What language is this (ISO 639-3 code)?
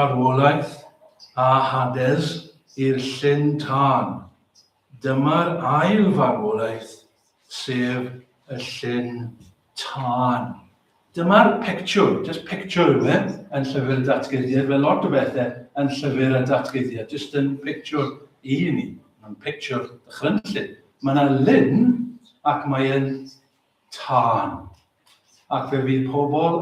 cym